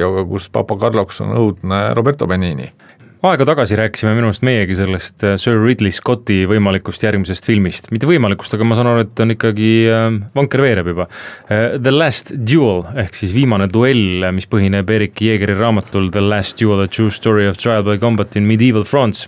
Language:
Estonian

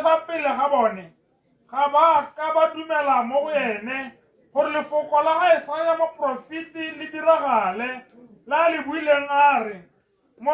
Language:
Tswana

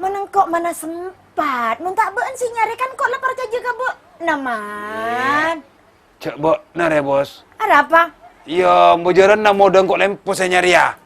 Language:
Madurese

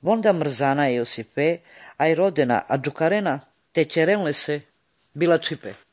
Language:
Slovenian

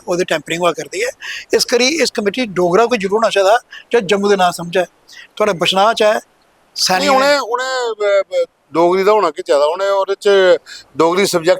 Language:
Dogri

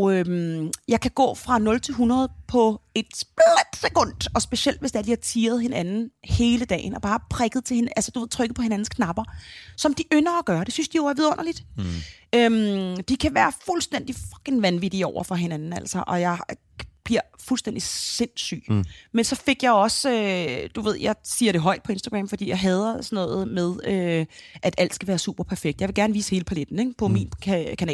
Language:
Danish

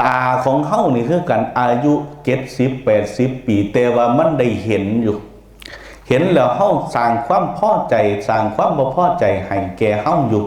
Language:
Lao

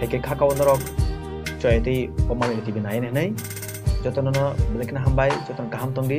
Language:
Kok Borok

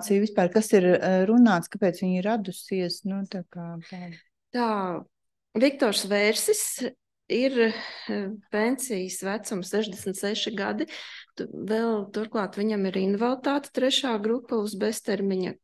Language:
Latvian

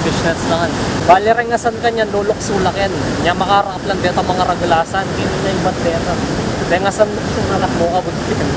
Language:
Pampanga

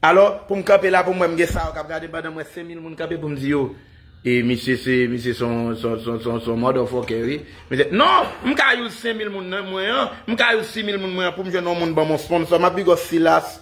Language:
Haitian Creole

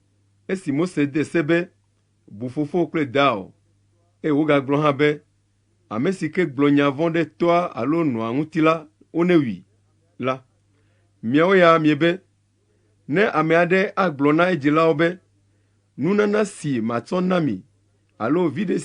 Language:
Ewe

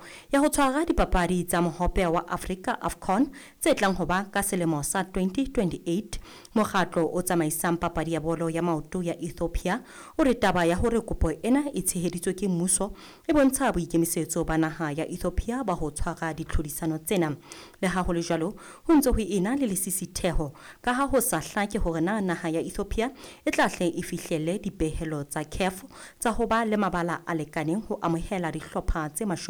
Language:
Southern Sotho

